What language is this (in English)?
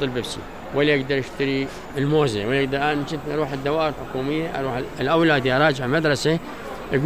Mesopotamian Arabic